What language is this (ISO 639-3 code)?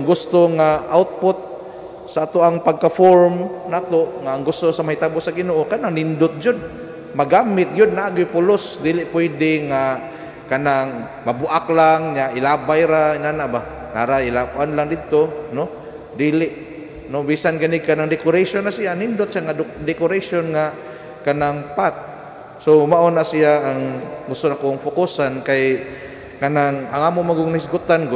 ceb